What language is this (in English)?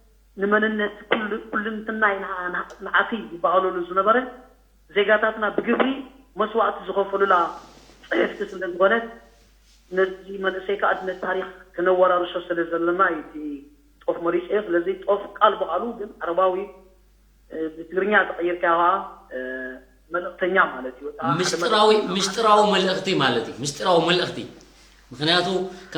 Tigrinya